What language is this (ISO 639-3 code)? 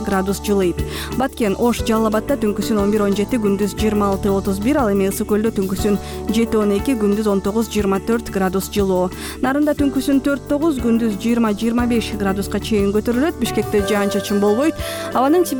kir